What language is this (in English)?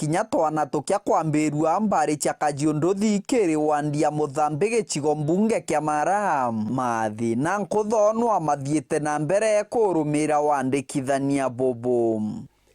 Meru